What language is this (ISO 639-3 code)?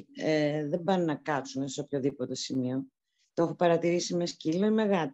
ell